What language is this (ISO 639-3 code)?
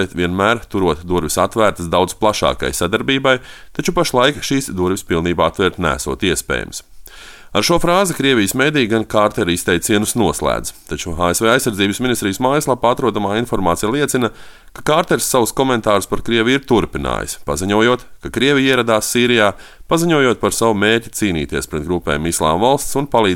lav